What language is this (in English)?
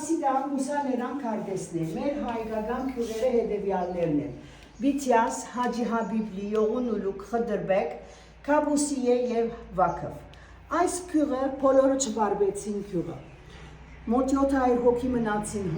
Western Armenian